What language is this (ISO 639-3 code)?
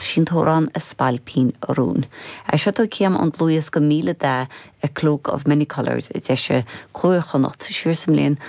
gle